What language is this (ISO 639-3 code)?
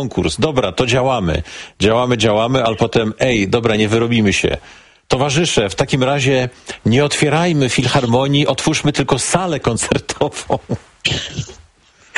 pol